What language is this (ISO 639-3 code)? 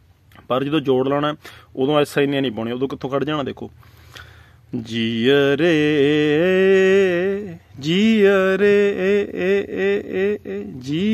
pan